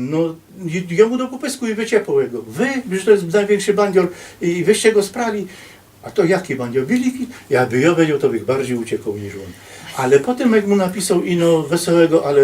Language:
Silesian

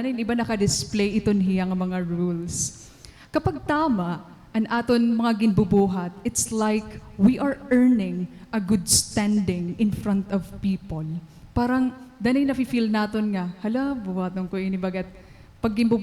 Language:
Waray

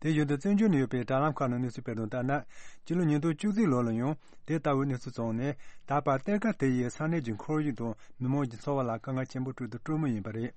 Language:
Tibetan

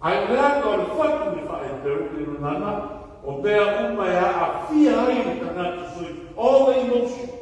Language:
Samoan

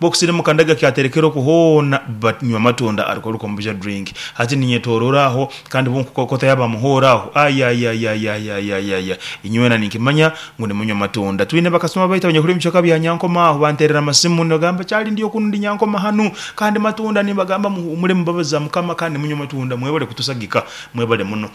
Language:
Nyoro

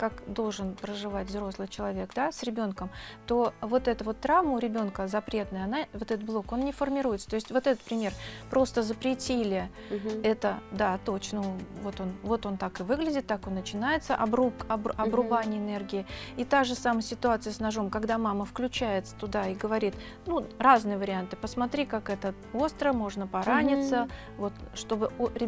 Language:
Russian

